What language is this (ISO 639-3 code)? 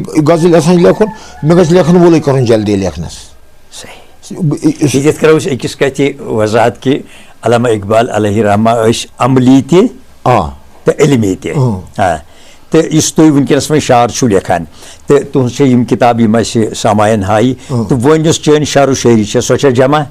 kas